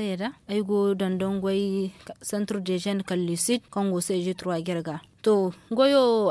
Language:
Zarma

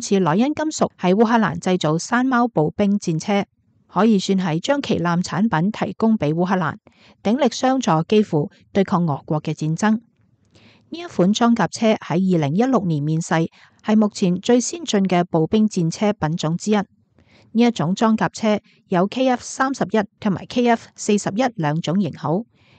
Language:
Cantonese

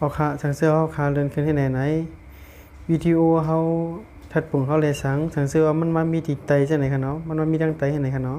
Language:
Shan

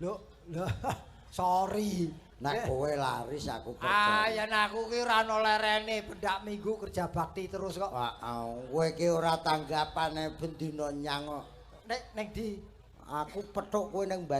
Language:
Javanese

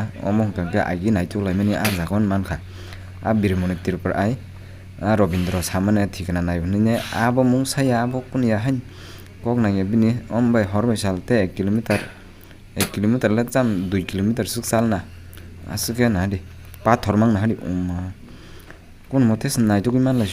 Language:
Kok Borok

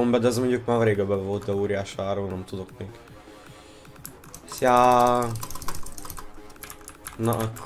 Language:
Hungarian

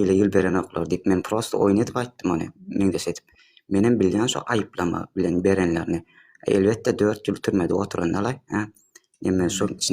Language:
Turkmen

